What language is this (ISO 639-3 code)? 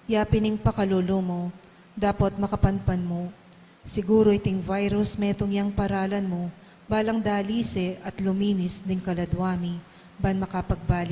pam